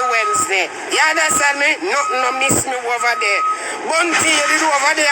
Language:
Jamaican Creole English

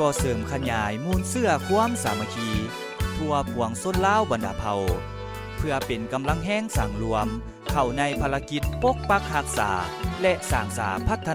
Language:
Lao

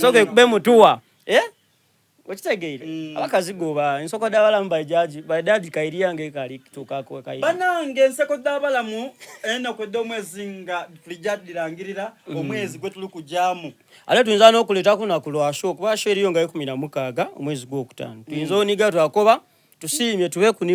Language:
Soga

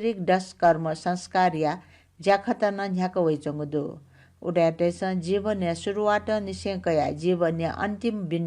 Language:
Newari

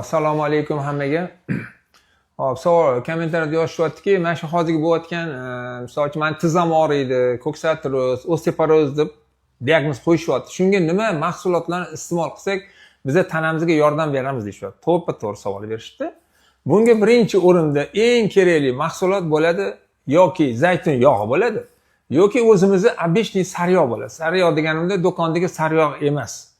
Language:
Uzbek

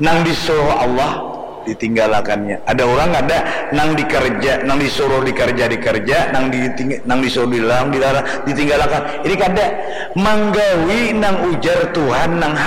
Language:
Banjar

